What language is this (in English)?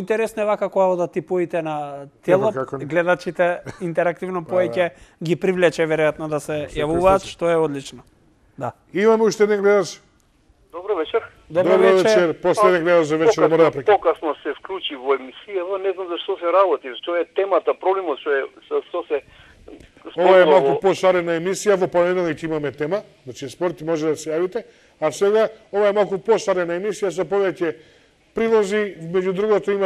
Macedonian